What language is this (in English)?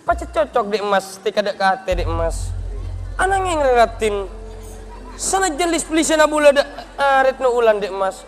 Madurese